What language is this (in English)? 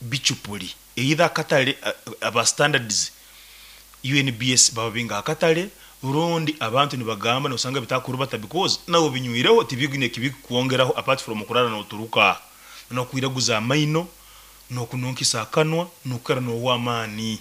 Nyoro